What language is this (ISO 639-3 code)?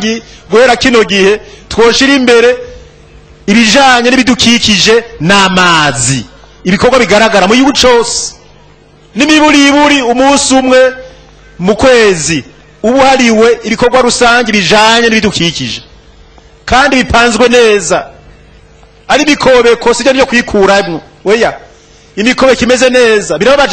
run